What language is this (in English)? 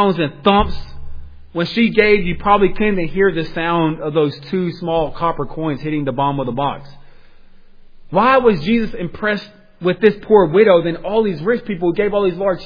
English